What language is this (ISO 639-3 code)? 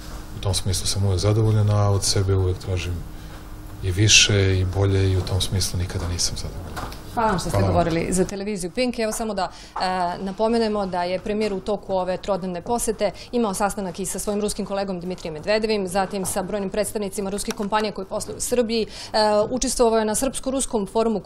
srp